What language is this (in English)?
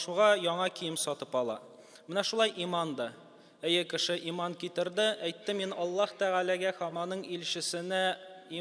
Tatar